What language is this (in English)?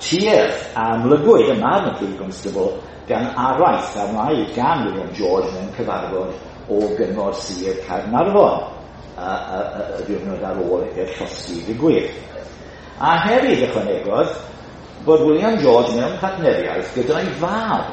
Welsh